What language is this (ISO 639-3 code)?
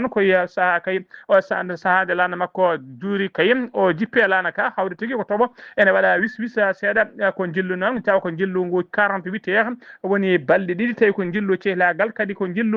ful